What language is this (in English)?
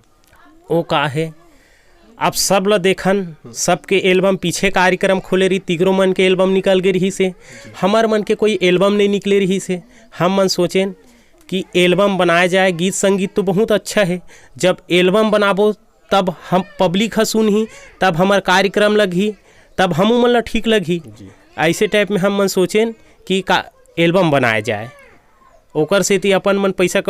Chhattisgarhi